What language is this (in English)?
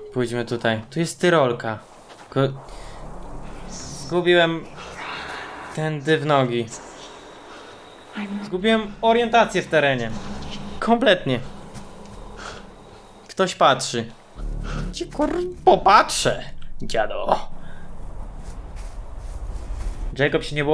Polish